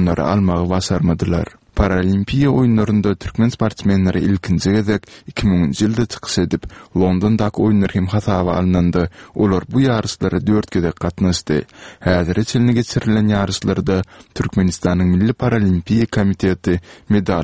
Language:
Turkmen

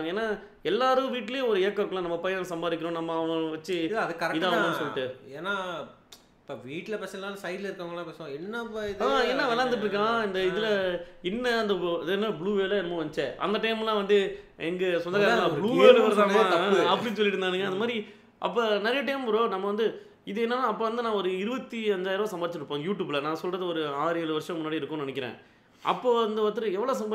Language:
Tamil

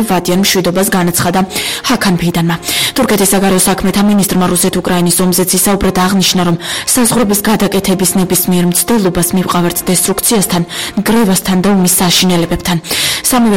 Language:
Georgian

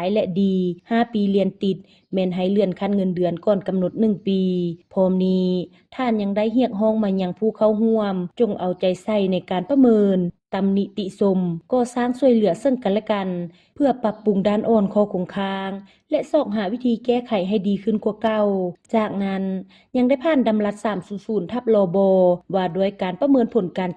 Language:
Lao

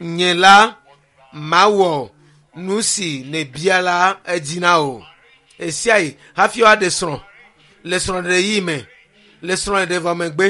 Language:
Ewe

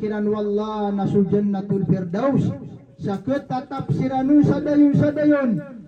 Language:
Maranao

